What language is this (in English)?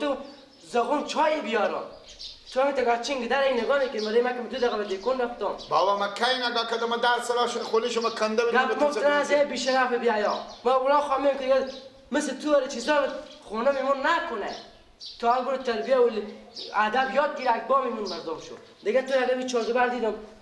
Persian